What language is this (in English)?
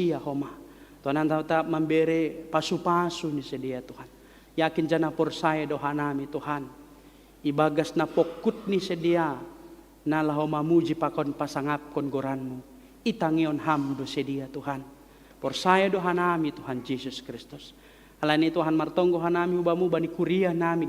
Batak Simalungun